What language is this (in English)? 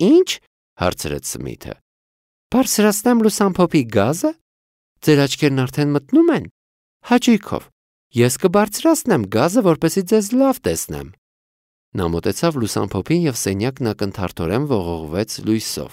Armenian